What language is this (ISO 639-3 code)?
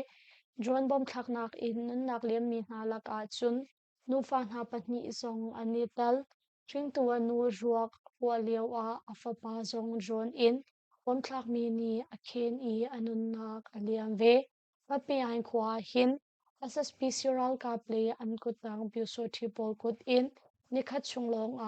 cnh